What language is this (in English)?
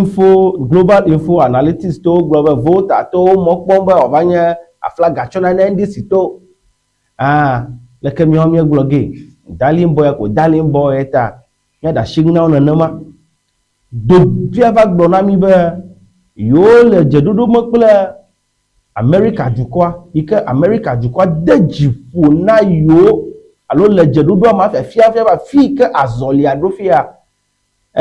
Ewe